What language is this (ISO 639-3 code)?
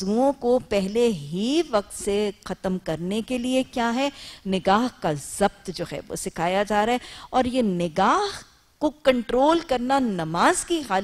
urd